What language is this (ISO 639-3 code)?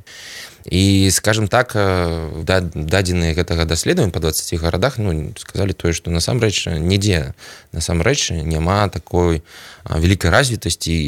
bel